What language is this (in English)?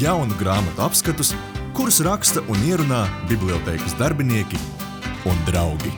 Latvian